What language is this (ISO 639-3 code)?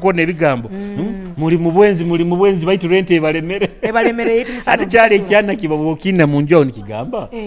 nyo